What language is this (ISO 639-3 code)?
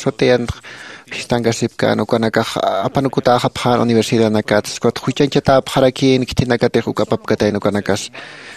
aym